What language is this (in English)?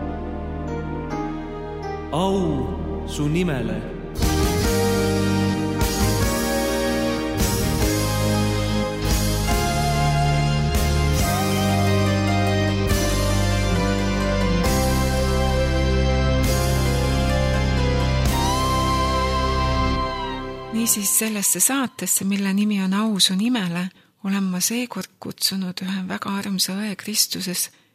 Estonian